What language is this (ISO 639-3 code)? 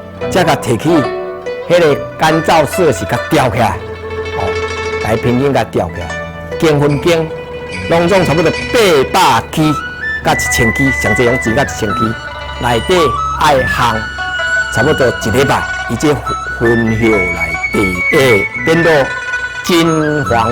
nan